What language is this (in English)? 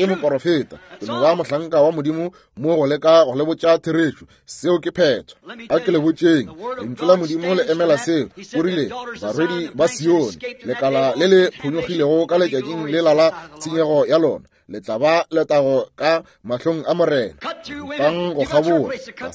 Northern Sotho